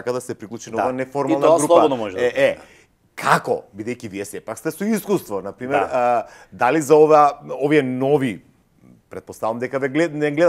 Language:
Macedonian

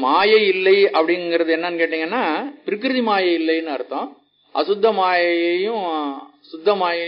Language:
Tamil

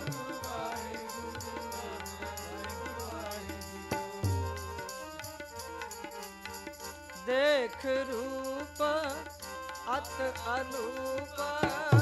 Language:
Punjabi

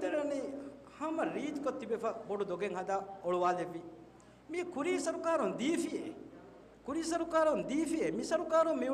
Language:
Divehi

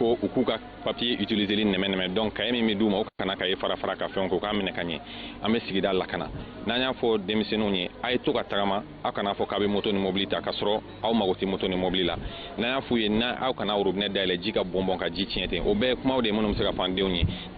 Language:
Bambara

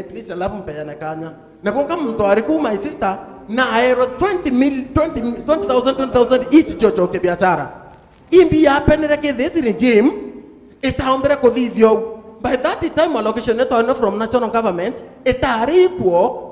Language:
Meru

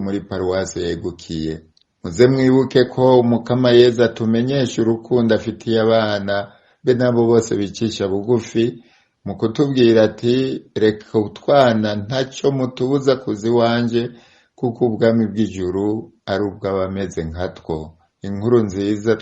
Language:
Rundi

